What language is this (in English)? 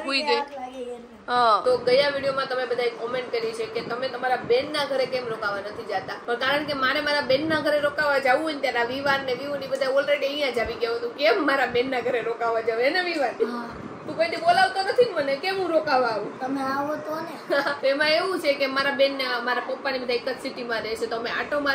Gujarati